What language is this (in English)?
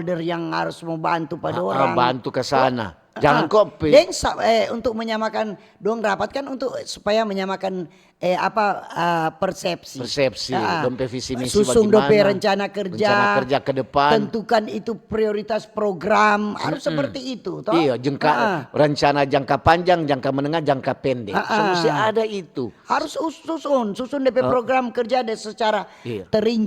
Manado Malay